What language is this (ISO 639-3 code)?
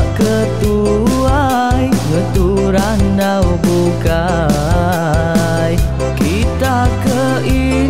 iba